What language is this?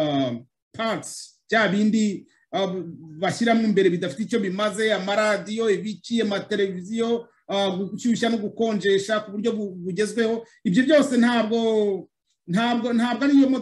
Kinyarwanda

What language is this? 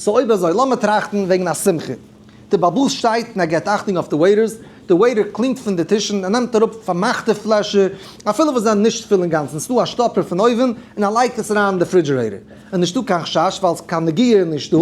Yiddish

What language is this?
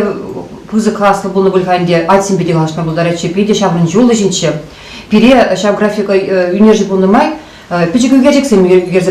Chuvash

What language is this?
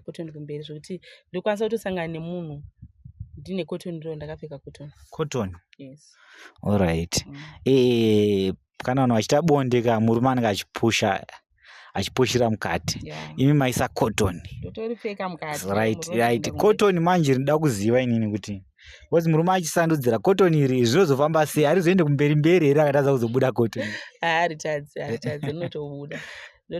Shona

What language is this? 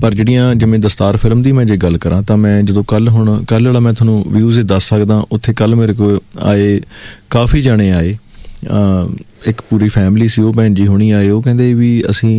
Punjabi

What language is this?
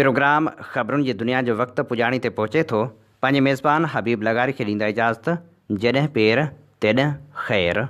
Sindhi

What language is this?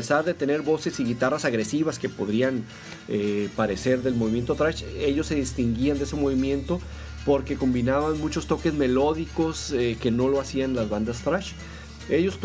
Spanish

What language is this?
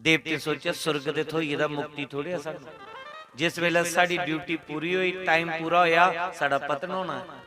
Dogri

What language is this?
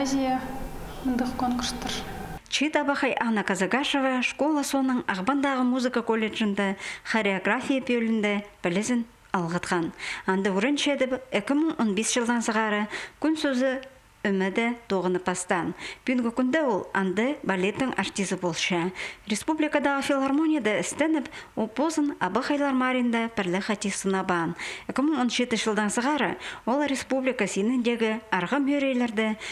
Khakas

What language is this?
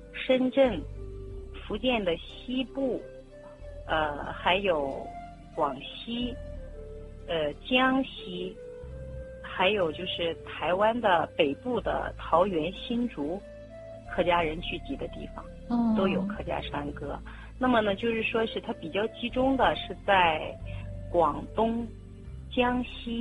Chinese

